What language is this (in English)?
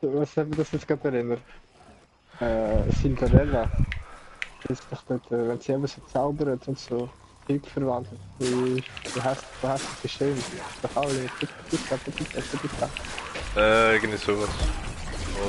Swiss German